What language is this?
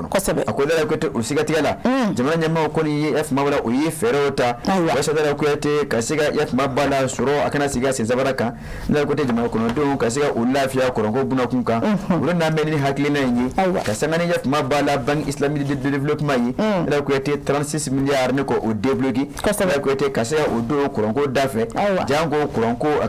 Bambara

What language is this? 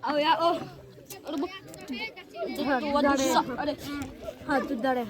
Xavánte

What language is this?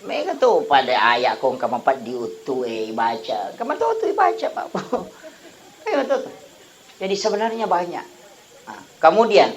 Buginese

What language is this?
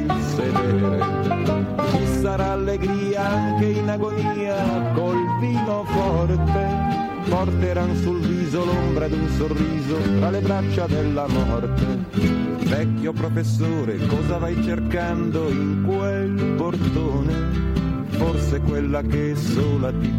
Italian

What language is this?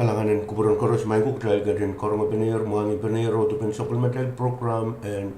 Pohnpeian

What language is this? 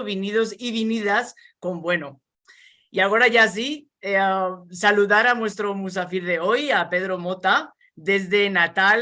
Ladino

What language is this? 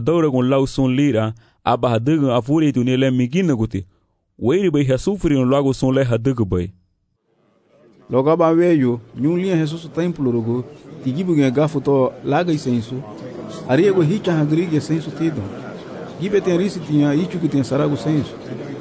Garifuna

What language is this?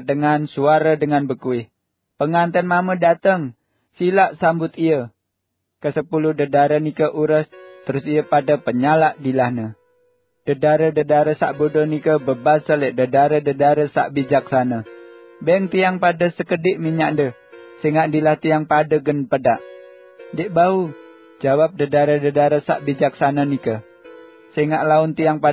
Sasak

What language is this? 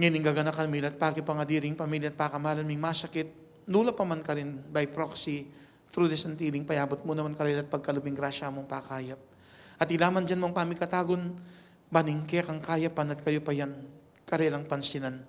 Pampanga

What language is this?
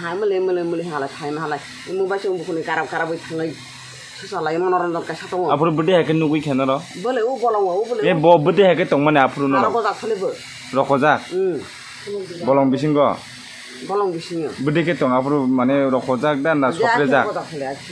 Kok Borok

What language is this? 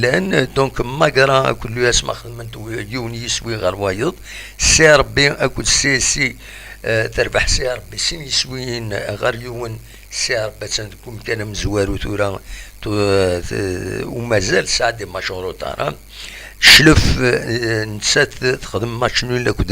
Kabyle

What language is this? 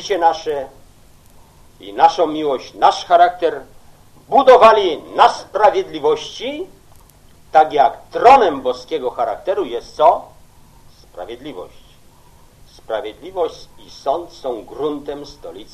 Polish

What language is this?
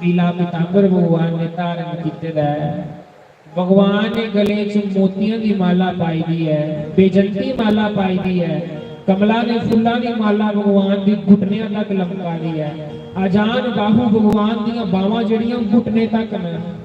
Dogri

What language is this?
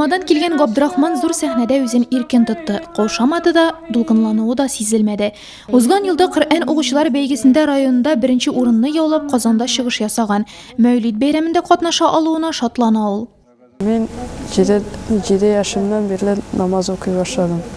Tatar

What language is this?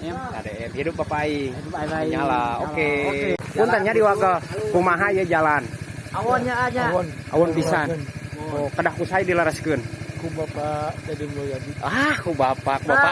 Sundanese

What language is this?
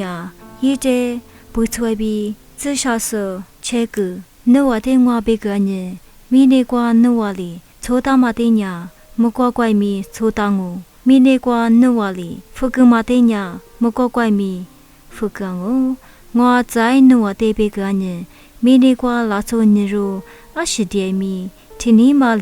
Lisu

